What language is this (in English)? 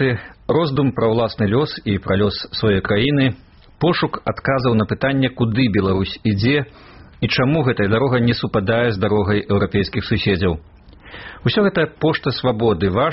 Belarusian